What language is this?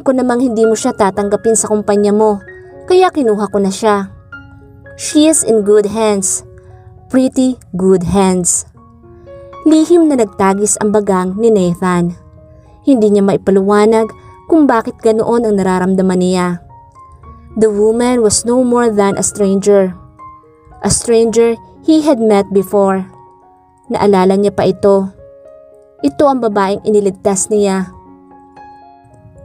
Filipino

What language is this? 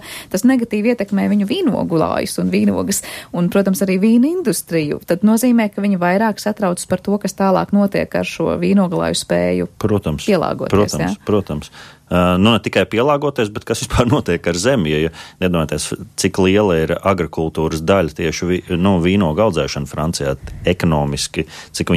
Latvian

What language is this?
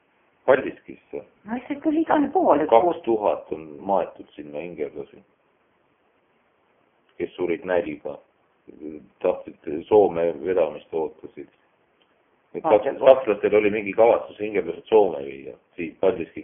Estonian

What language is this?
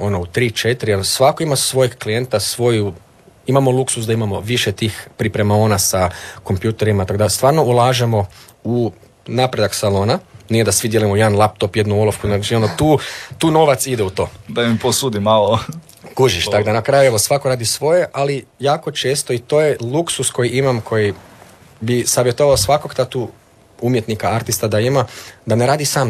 Croatian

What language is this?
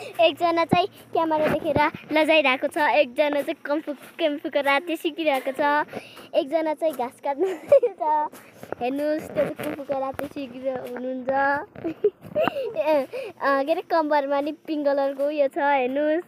Nepali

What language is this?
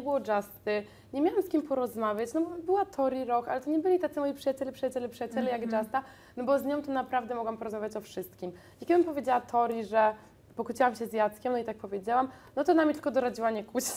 Polish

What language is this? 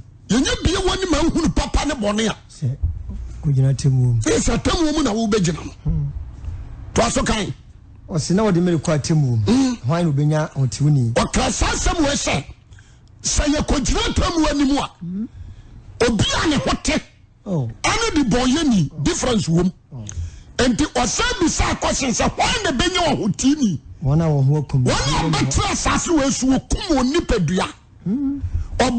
Akan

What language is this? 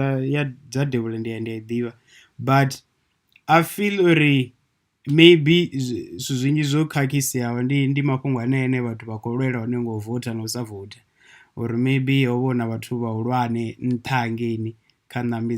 Venda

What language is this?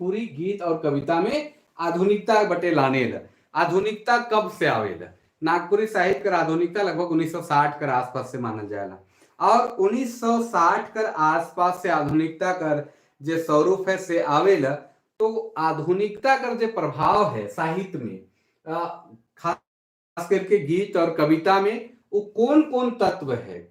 Sadri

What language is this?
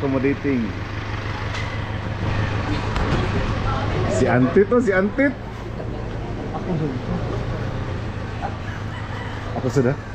Filipino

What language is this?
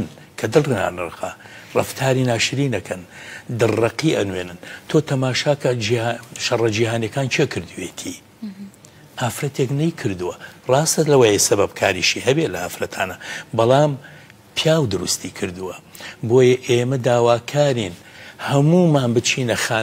Central Kurdish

